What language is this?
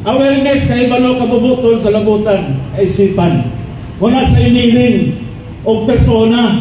Cebuano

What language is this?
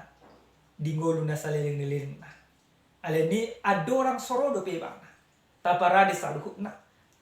Batak Toba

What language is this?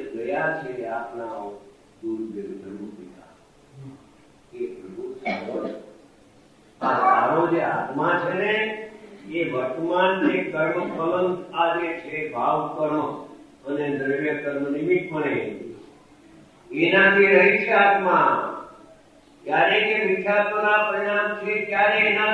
Gujarati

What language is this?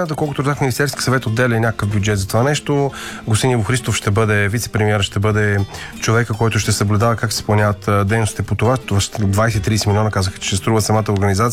Bulgarian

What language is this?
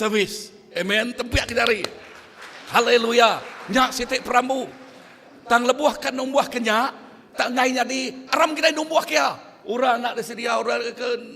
Iban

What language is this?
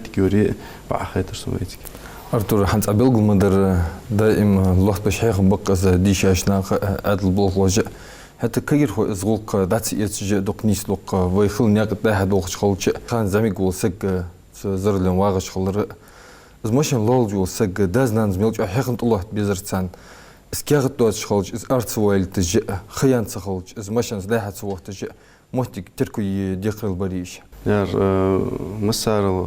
Ingush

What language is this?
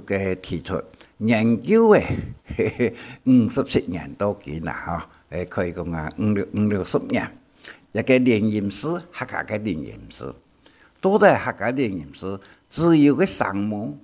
Hakka Chinese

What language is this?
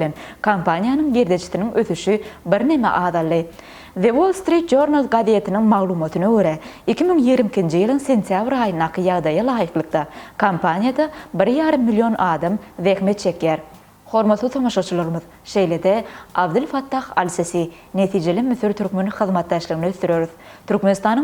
Turkmen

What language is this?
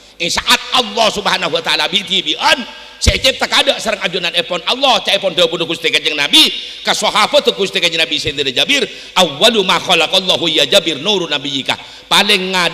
Madurese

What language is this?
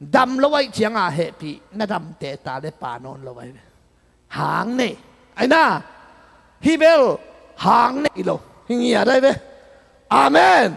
Tedim Chin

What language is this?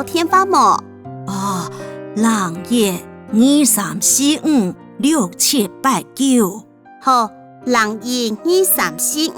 Hakka Chinese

